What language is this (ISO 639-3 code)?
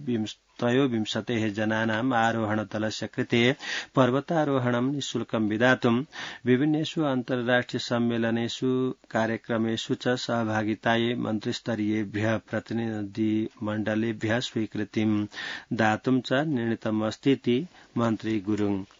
san